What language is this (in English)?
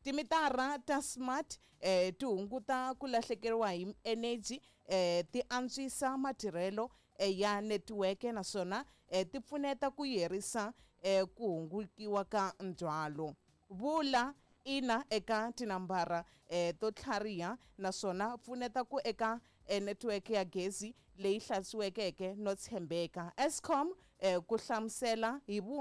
Tsonga